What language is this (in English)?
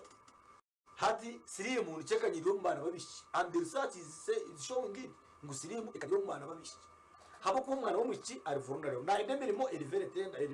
Nyankole